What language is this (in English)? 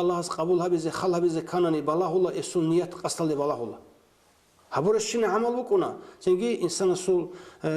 Avaric